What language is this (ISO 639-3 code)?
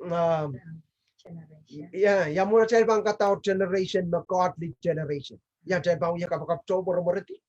pon